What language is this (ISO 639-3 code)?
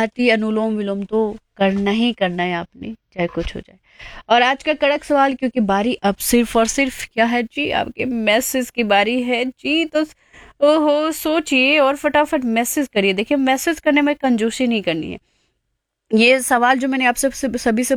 hin